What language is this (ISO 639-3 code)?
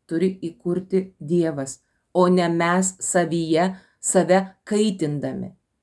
lit